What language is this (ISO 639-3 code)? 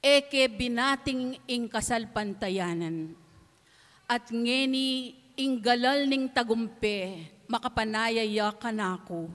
pam